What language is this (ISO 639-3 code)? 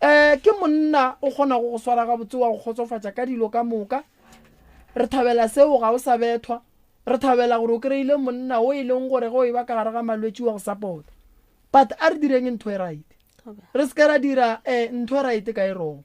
nso